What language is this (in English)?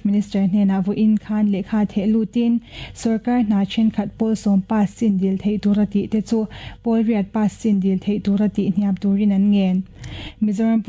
Mizo